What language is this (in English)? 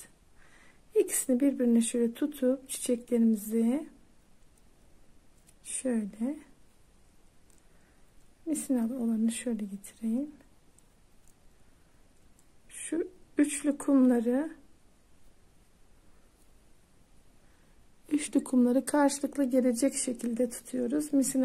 Turkish